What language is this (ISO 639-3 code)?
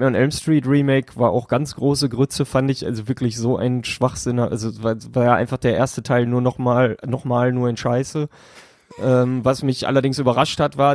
deu